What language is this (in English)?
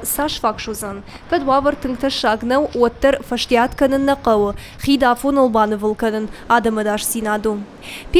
Ossetic